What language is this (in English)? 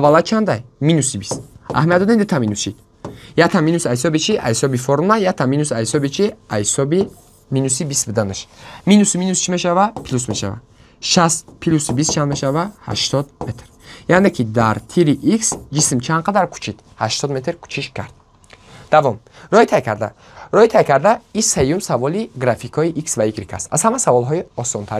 Tajik